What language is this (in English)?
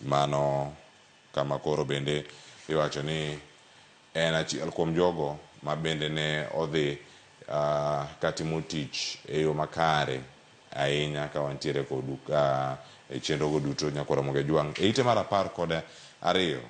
Luo (Kenya and Tanzania)